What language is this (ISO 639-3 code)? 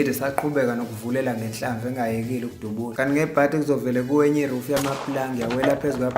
zul